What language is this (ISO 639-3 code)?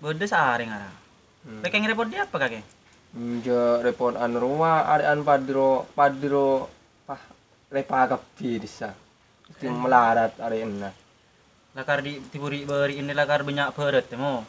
mad